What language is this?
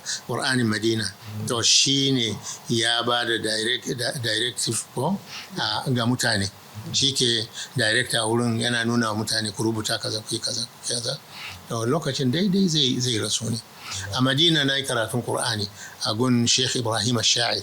Hausa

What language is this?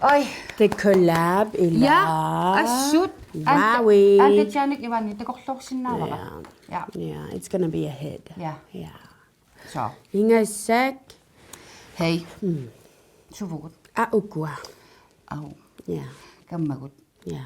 Kalaallisut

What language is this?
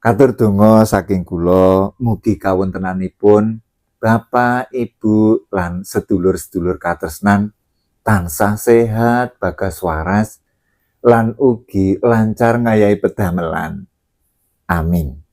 Javanese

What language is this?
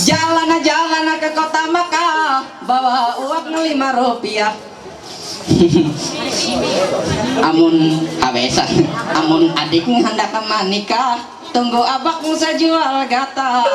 Ma'anyan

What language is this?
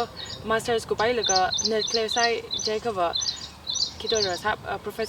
Tangkhul Naga (India)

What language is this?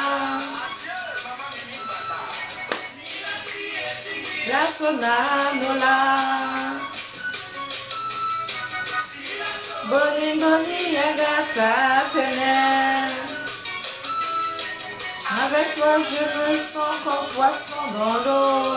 French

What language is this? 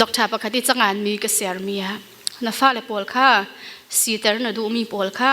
Falam Chin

